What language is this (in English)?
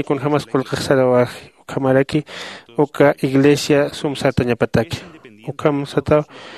Aymara